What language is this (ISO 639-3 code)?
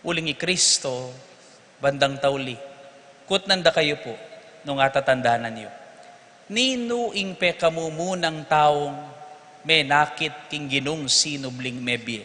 pam